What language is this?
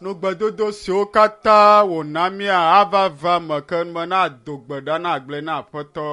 Ewe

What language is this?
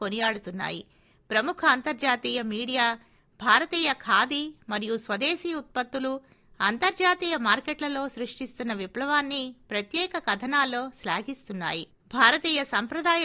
Telugu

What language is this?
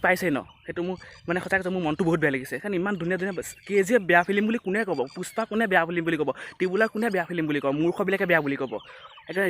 Assamese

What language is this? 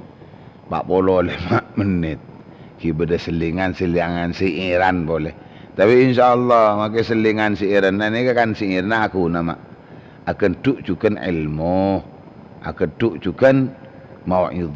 Madurese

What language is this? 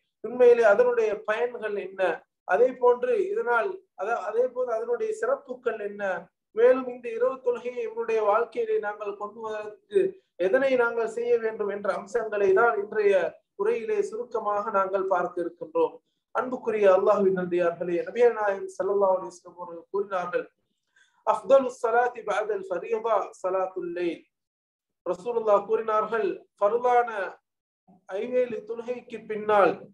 Tamil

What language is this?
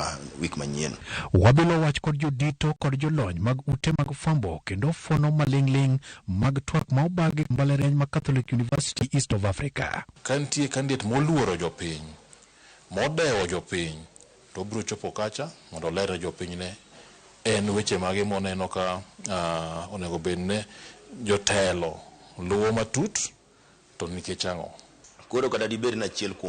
Luo (Kenya and Tanzania)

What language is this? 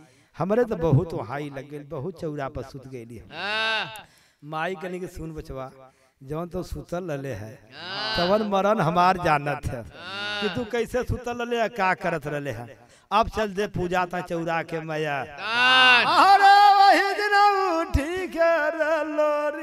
Bhojpuri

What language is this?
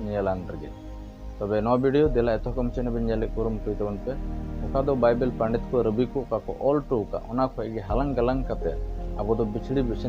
Santali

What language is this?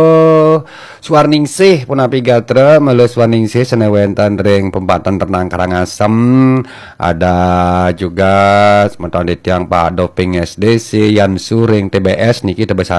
Balinese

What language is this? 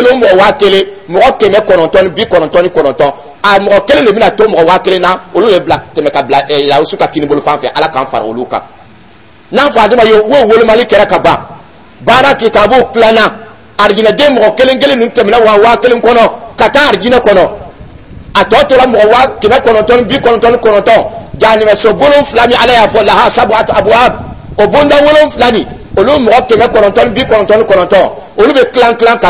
Dyula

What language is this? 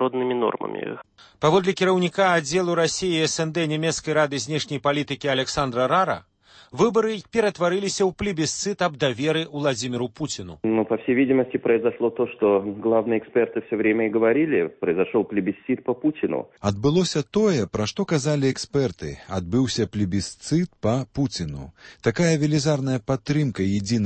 Belarusian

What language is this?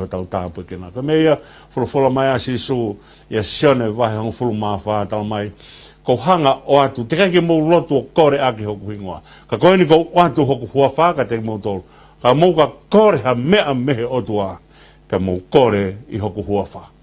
Tongan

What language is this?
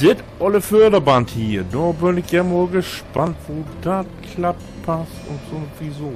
Low German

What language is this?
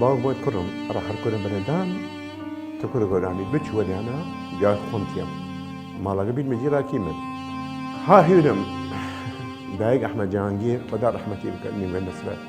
Southern Kurdish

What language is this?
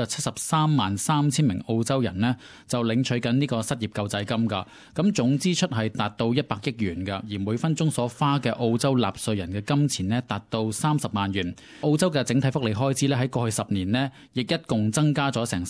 Cantonese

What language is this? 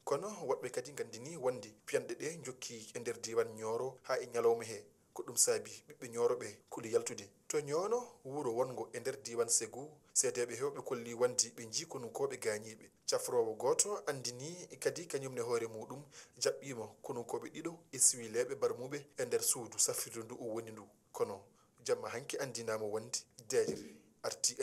Fula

